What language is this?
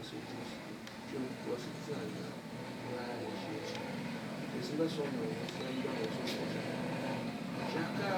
Tiv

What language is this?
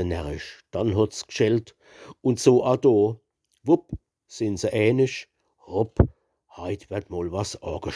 Palatine German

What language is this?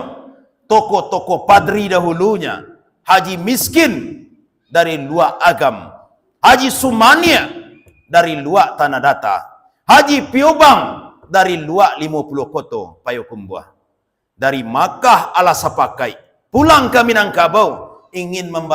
Minangkabau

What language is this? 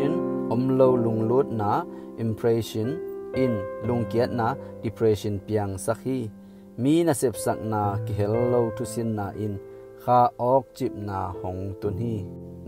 Tedim Chin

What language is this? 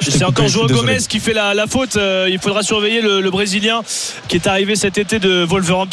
French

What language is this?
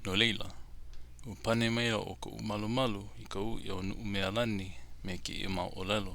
Hawaiian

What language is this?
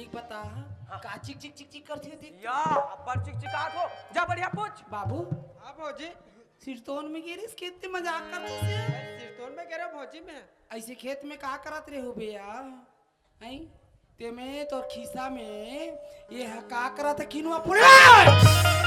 Chhattisgarhi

